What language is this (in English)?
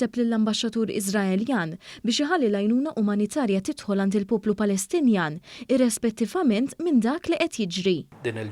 Maltese